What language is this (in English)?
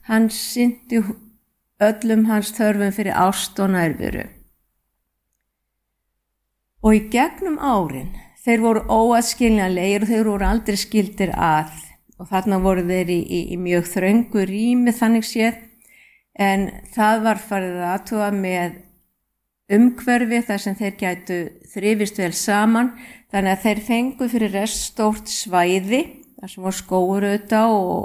Icelandic